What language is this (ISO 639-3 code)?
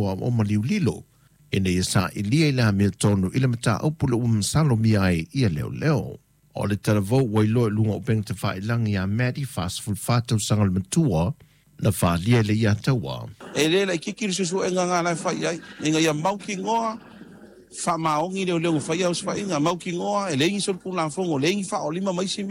smo